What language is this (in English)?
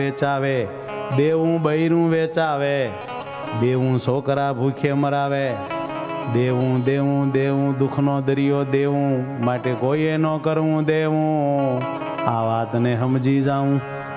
Gujarati